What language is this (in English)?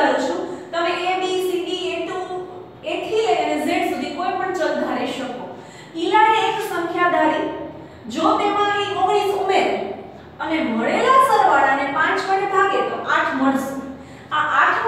Gujarati